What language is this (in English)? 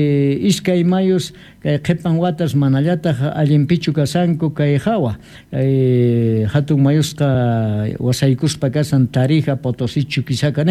South Bolivian Quechua